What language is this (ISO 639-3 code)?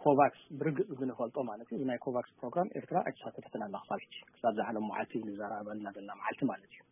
tir